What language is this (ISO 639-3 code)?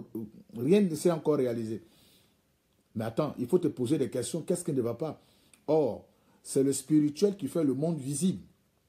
fra